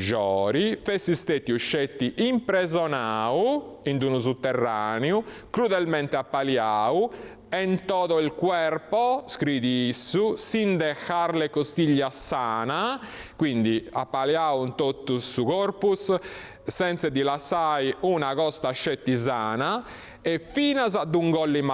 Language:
Sardinian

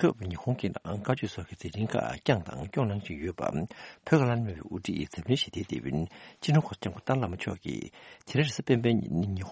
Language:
Tibetan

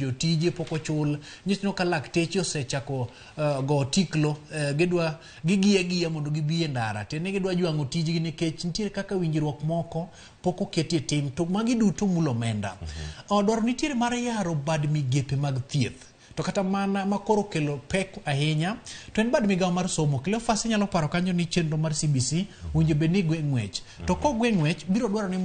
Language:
Luo (Kenya and Tanzania)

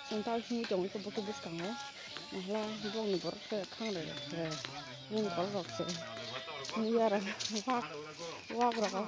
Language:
Kok Borok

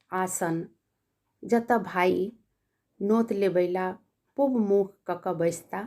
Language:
Maithili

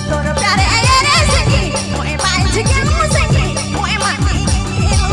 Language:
Sadri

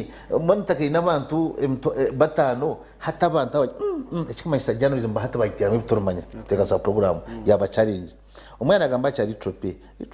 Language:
Nyankole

